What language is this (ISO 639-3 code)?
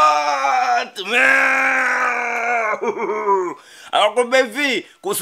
swa